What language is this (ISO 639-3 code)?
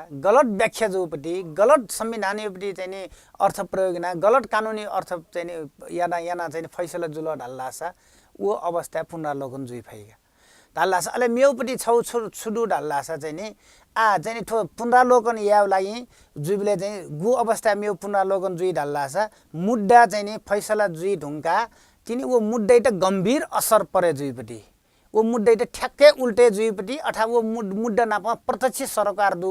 new